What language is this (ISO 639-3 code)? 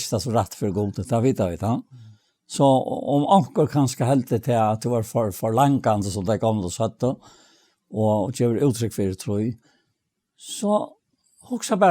fao